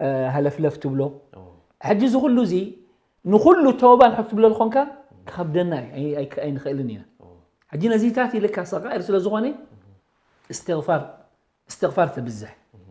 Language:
Tigrinya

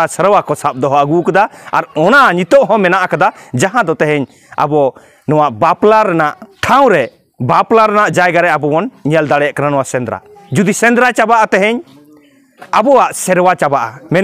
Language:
Santali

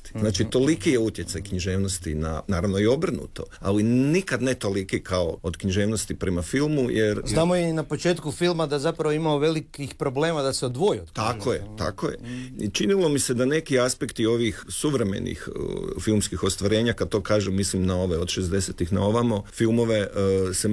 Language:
Croatian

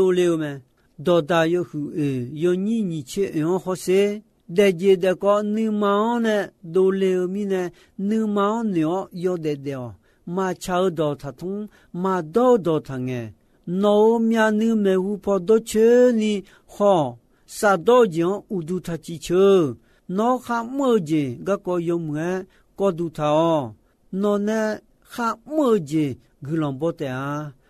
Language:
Akha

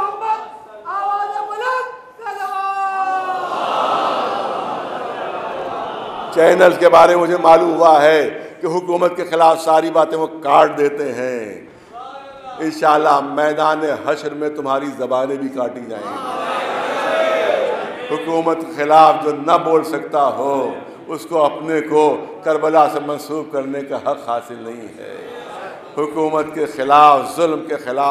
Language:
Urdu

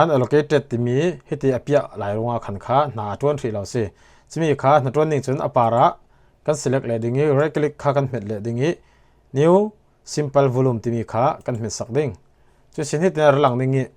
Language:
Falam Chin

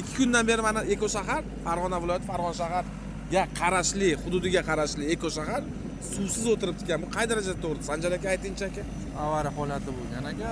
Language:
Uzbek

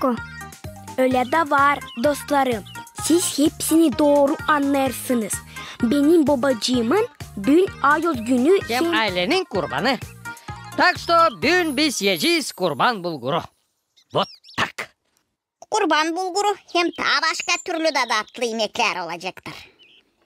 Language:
Gagauz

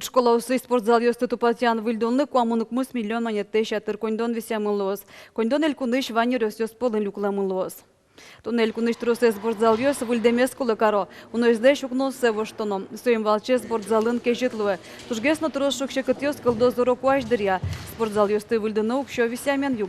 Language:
Udmurt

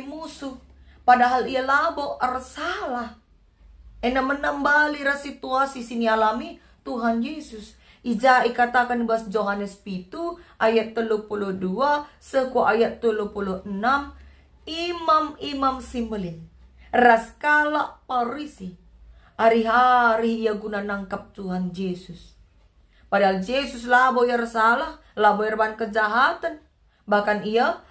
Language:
Batak Karo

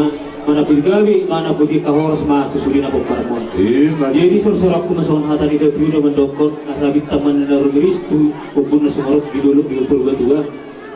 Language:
Batak Toba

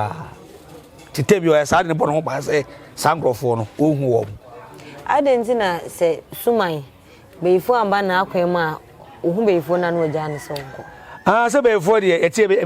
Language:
Akan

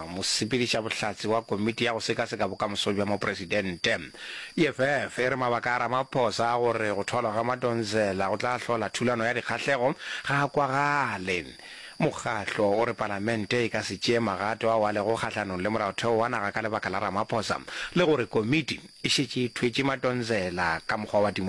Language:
Northern Sotho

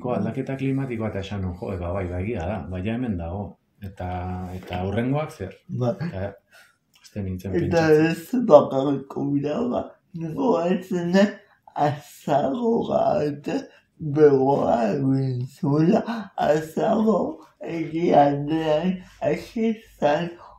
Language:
Basque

